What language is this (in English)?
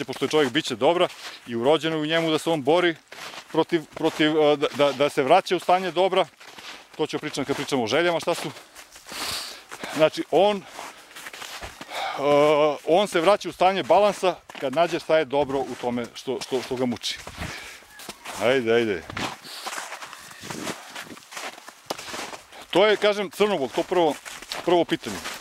Serbian